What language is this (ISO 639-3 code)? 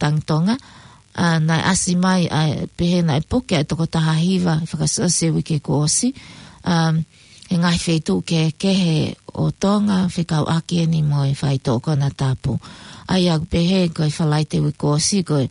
ton